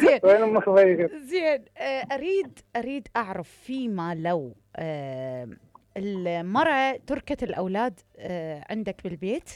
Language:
Mesopotamian Arabic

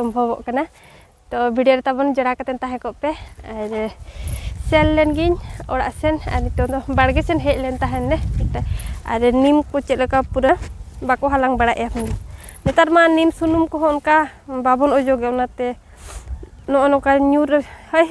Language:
Santali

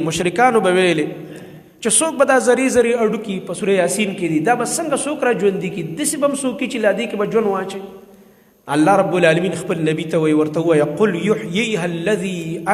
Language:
Pashto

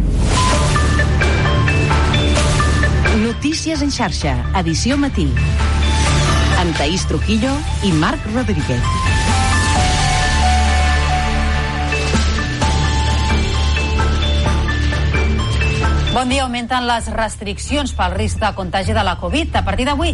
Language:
Catalan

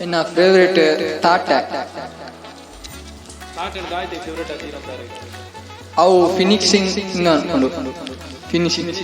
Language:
Tulu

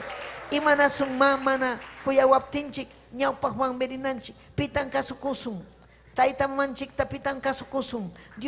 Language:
Ayacucho Quechua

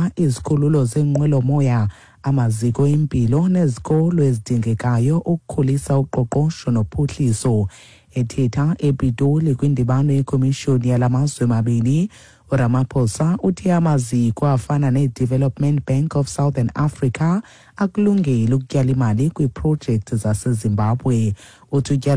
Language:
Xhosa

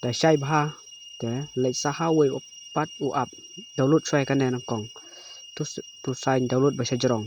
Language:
Khasi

